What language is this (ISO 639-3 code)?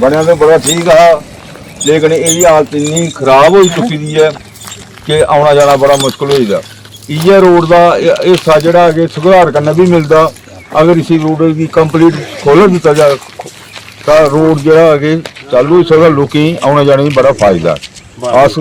doi